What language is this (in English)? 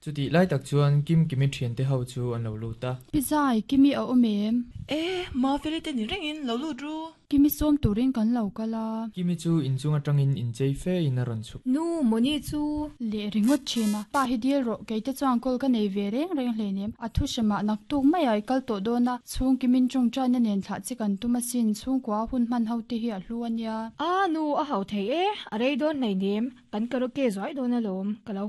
Mizo